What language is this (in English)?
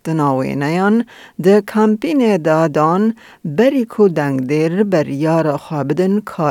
Kurdish